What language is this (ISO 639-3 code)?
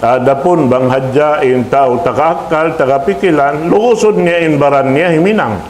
tsg